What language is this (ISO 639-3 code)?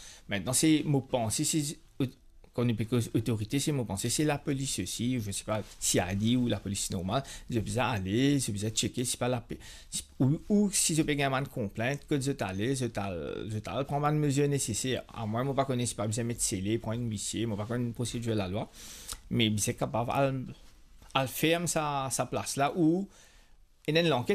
mfe